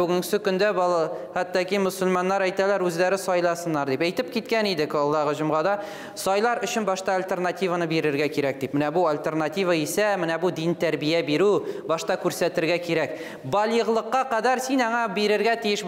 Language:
Tatar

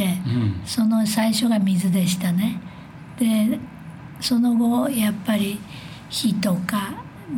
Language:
Japanese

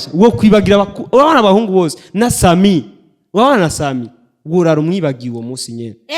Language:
Rundi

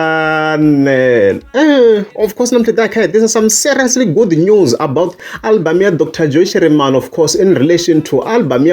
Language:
Tsonga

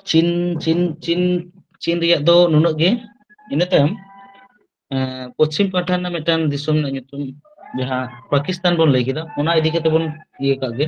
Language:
Santali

